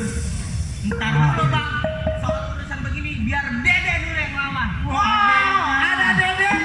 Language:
Betawi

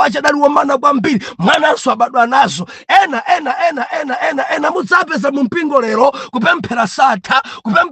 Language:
Nyanja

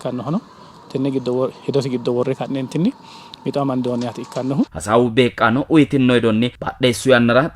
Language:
Sidamo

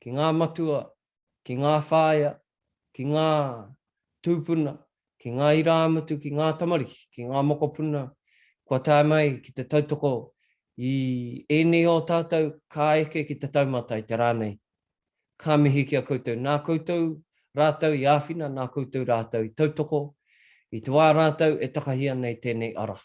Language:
Māori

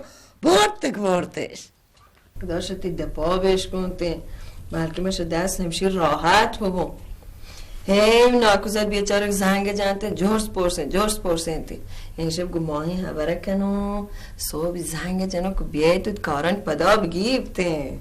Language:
Baluchi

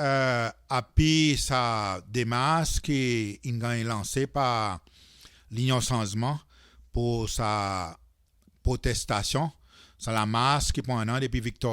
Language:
Seselwa Creole French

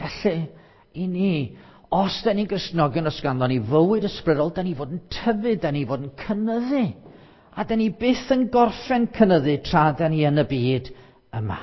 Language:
Welsh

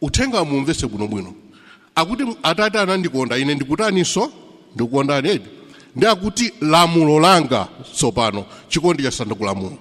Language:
Nyanja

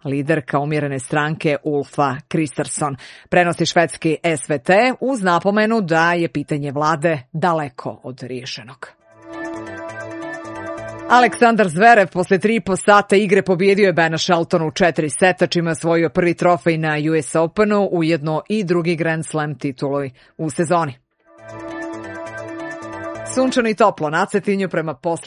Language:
Serbian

